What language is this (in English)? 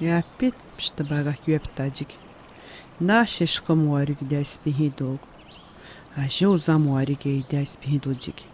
Atikamekw